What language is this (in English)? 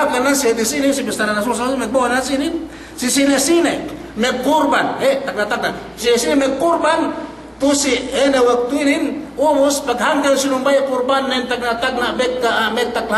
Yakan